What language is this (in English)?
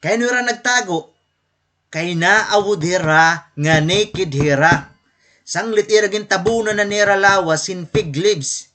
Waray